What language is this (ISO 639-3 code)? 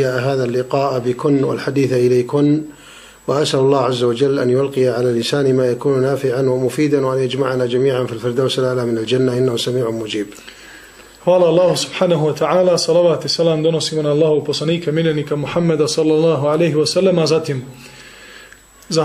bos